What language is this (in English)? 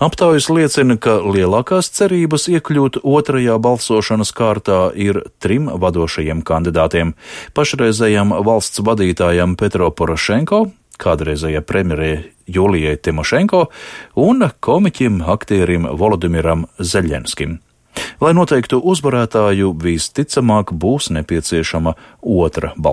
Latvian